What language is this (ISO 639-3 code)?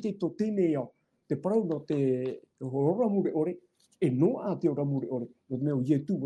tah